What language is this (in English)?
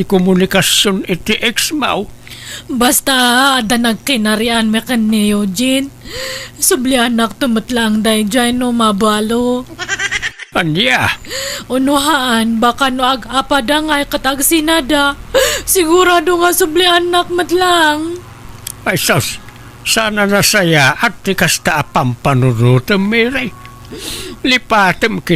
Iloko